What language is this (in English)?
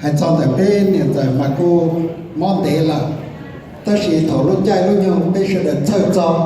Hmong